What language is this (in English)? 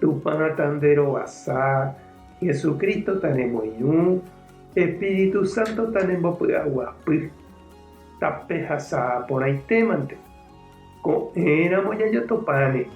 Guarani